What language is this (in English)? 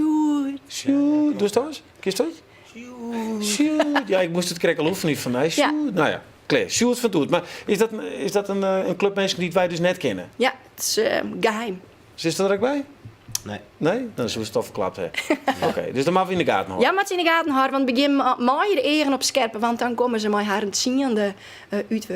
Western Frisian